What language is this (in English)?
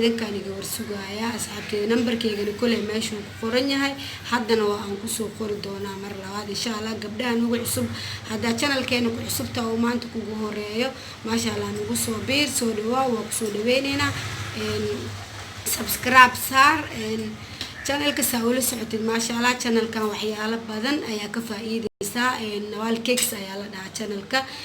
Somali